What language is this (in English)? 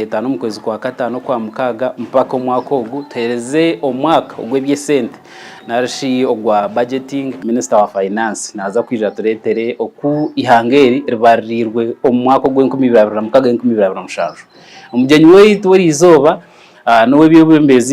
Nyankole